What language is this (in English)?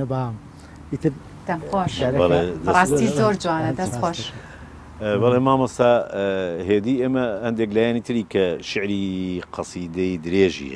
Central Kurdish